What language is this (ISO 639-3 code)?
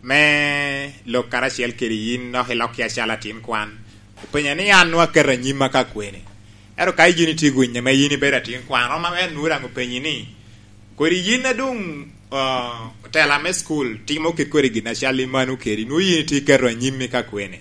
laj